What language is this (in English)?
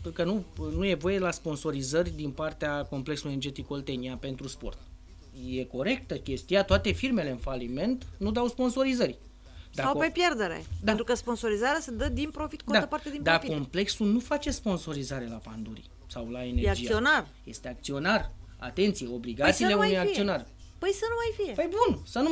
Romanian